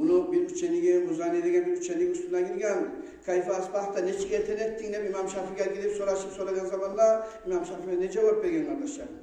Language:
Kumyk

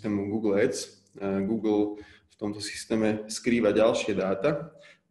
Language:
Slovak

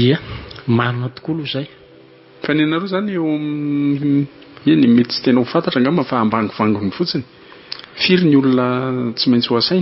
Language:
Malagasy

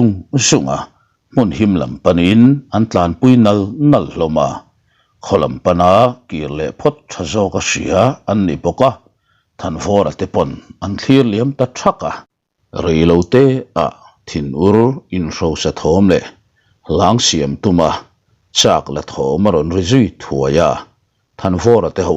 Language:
Mizo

